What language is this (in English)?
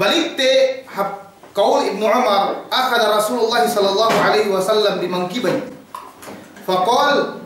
Yakan